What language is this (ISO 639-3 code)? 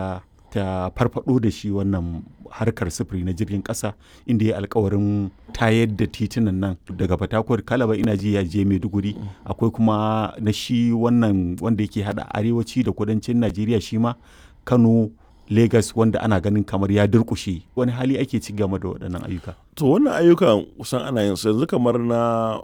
hau